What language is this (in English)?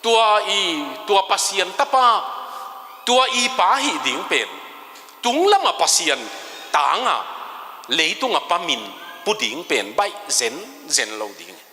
Tedim Chin